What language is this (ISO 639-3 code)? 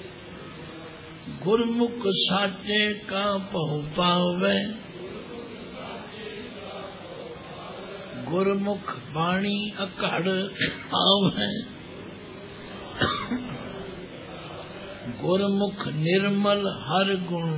pan